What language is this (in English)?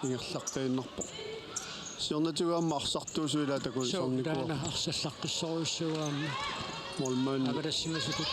Kalaallisut